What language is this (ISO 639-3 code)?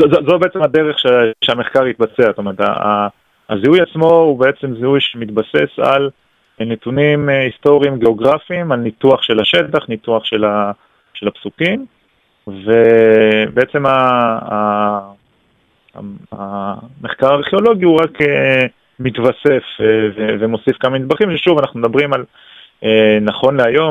heb